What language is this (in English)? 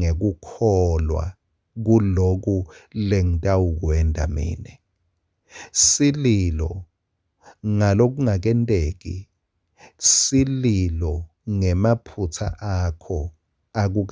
Swati